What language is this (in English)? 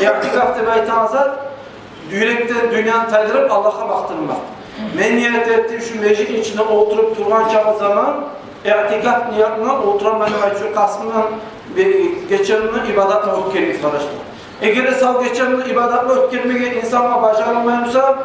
Kumyk